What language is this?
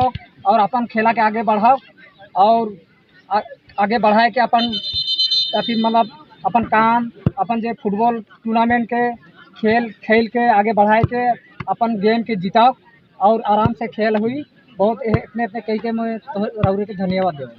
Sadri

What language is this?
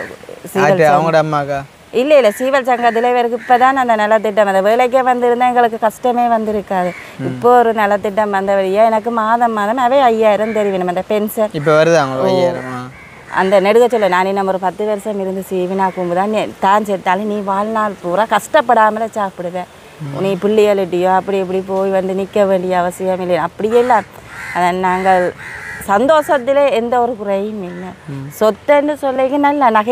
Tamil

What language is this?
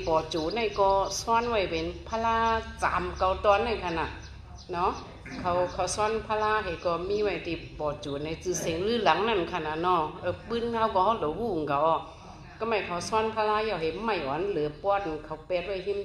Shan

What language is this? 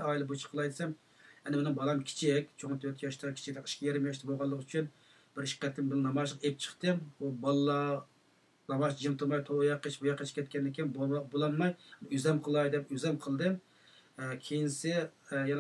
Uyghur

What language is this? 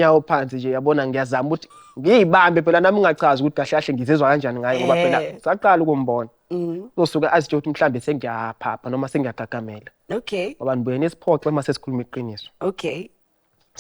Zulu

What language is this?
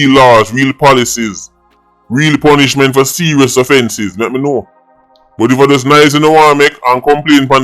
Jamaican Creole English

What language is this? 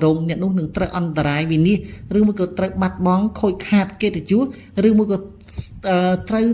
Khmer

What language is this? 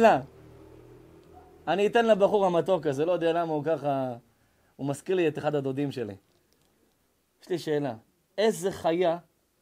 Hebrew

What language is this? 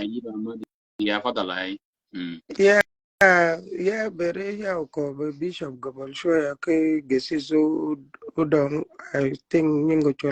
Shilluk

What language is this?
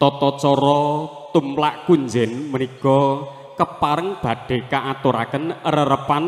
Javanese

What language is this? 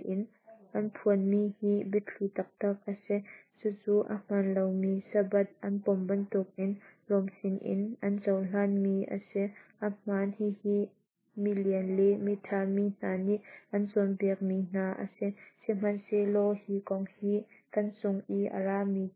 Hakha Chin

